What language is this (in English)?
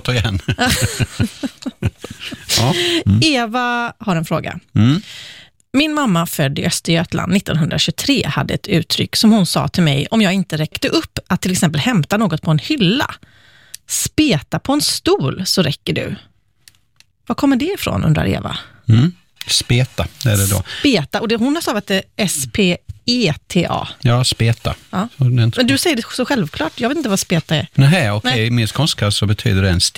Swedish